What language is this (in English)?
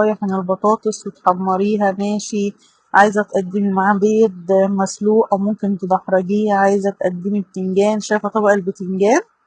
Egyptian Arabic